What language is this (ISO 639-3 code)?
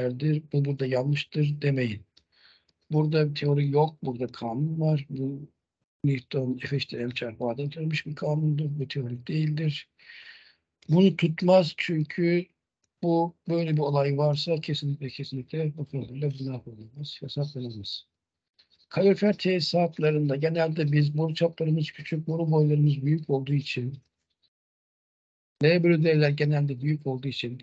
tur